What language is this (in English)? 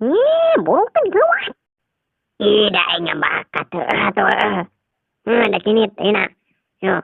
Sundanese